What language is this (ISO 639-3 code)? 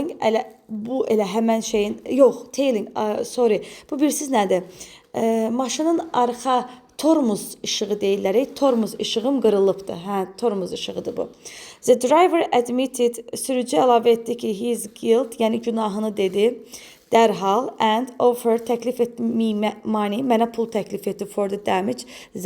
aze